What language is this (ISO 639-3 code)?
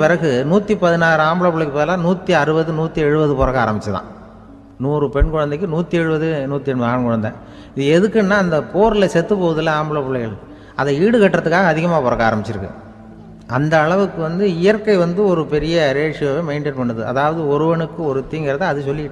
tam